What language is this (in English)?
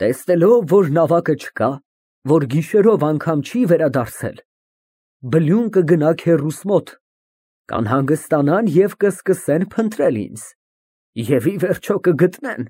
Armenian